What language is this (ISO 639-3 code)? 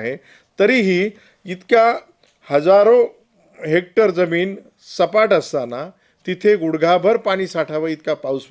mar